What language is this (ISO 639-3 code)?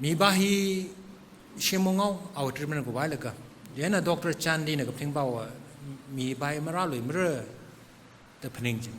nmf